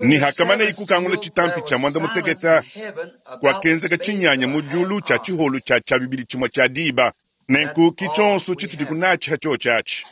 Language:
Luba-Lulua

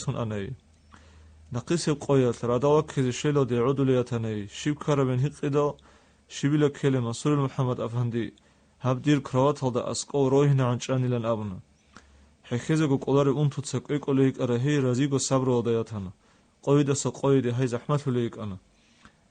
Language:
Avaric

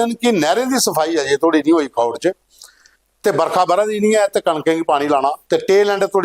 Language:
Dogri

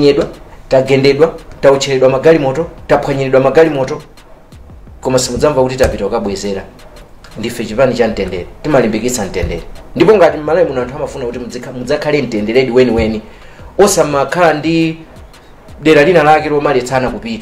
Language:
Nyanja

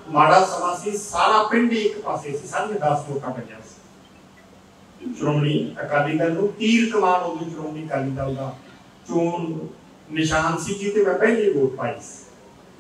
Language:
Punjabi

